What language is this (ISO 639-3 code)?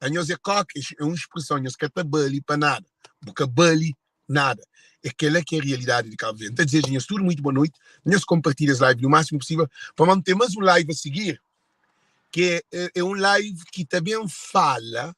kea